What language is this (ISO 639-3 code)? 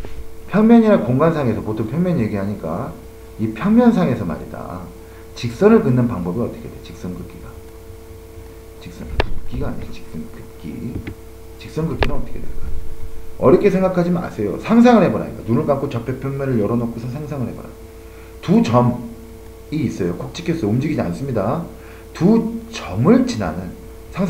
kor